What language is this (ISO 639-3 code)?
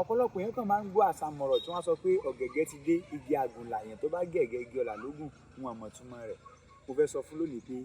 yor